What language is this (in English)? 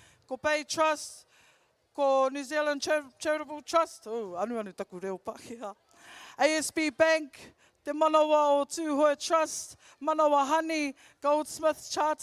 Māori